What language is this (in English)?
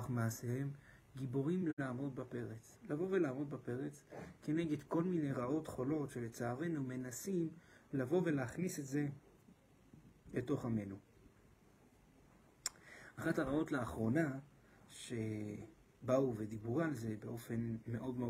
Hebrew